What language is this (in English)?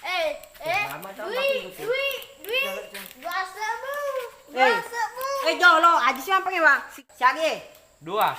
Buginese